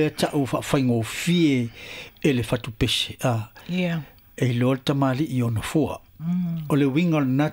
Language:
Samoan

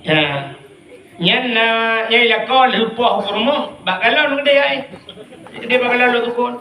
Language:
Achinese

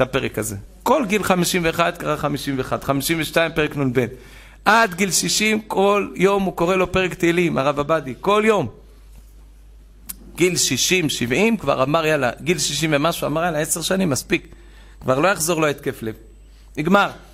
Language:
Hebrew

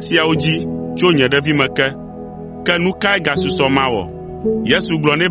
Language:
Ewe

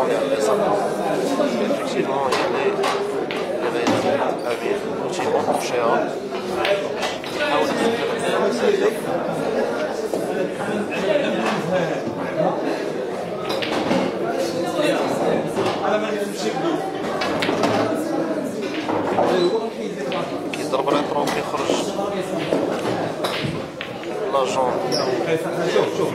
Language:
Moroccan Arabic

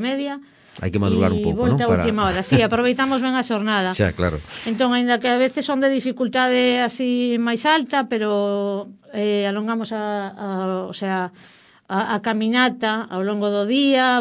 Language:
Galician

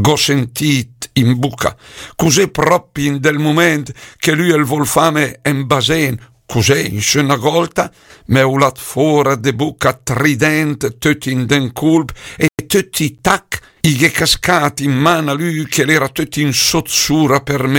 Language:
Lombard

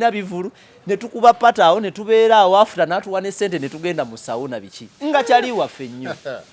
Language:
Ganda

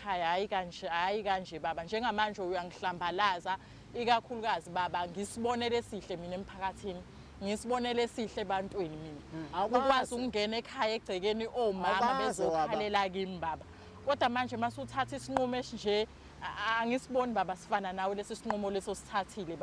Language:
Zulu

